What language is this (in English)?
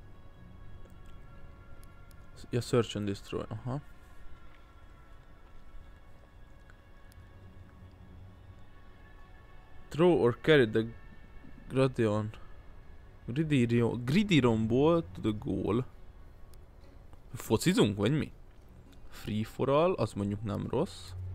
Hungarian